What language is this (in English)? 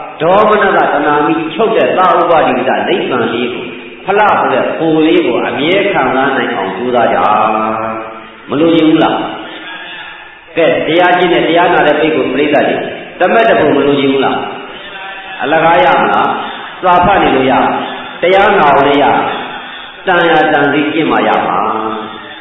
Burmese